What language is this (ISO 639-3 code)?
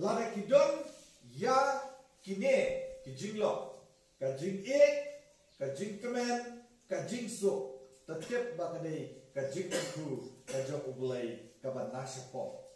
kha